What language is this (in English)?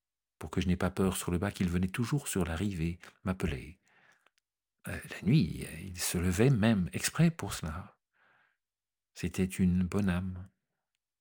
French